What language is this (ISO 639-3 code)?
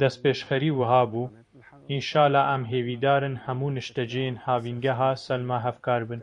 kur